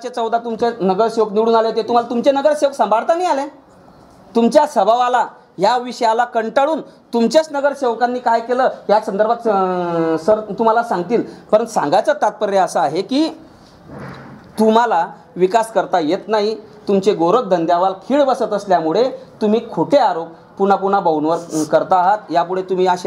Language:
Marathi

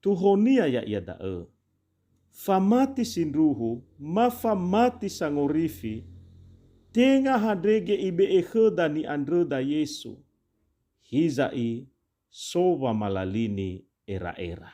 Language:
Nias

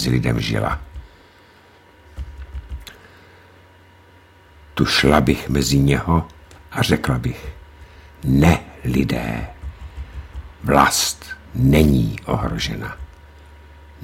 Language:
Czech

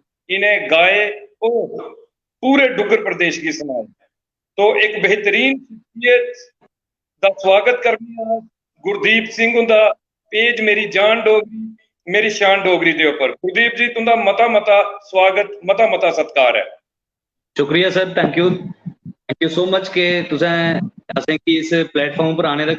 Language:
Dogri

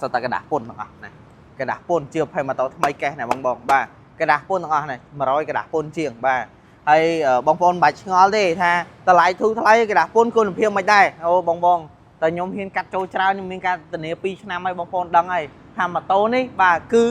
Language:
Khmer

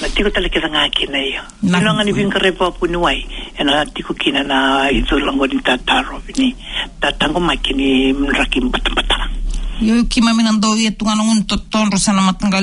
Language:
Fijian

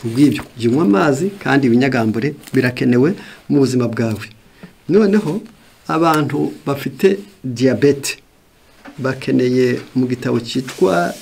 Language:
Kinyarwanda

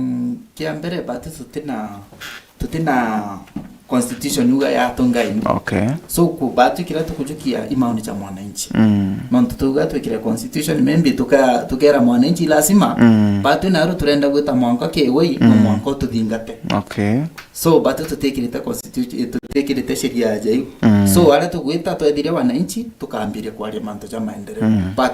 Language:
Meru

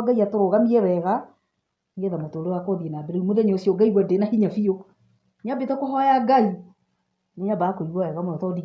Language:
Kikuyu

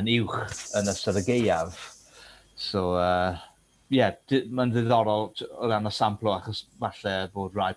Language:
Welsh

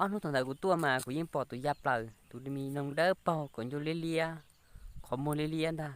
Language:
Hmong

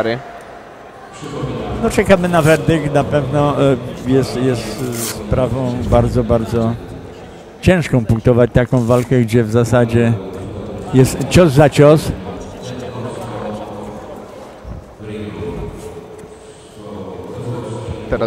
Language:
Polish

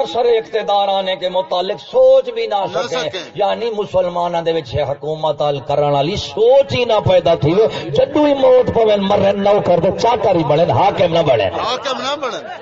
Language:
Saraiki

